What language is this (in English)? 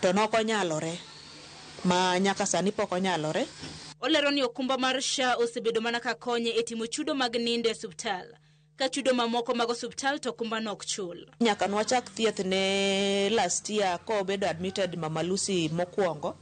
Luo (Kenya and Tanzania)